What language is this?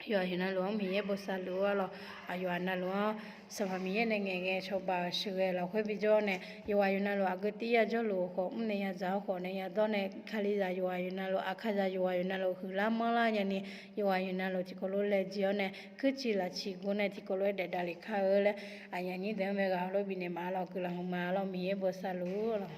Akha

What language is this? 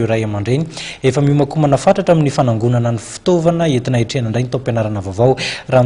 Malagasy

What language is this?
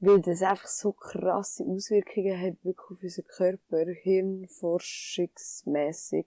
Swiss German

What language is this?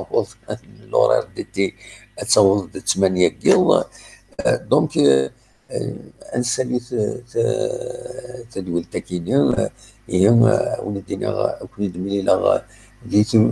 Kabyle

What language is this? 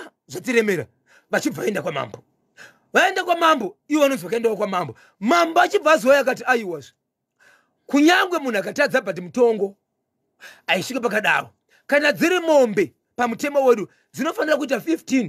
Shona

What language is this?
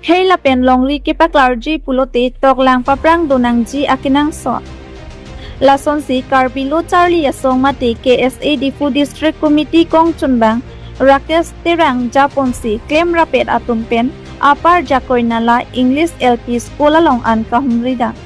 Karbi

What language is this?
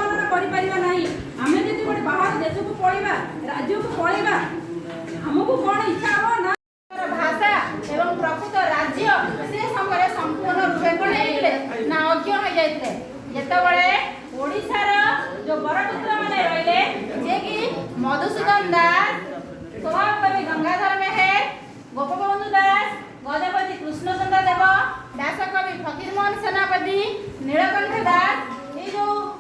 Odia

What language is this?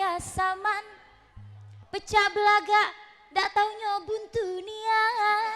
Musi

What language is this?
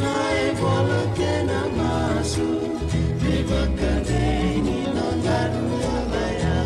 Fijian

